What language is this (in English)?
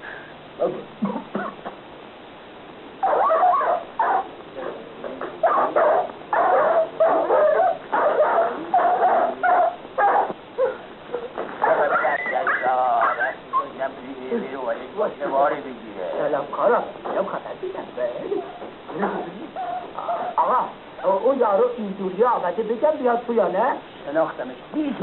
Persian